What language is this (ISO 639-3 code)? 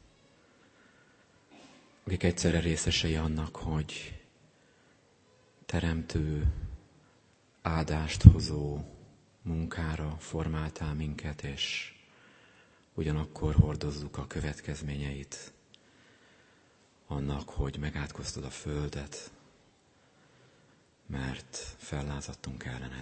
hun